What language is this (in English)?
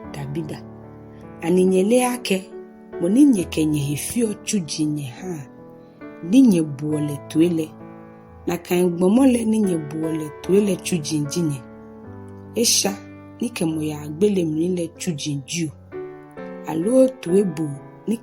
Ga